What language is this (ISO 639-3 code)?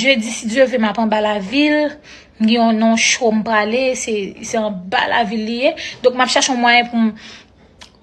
hat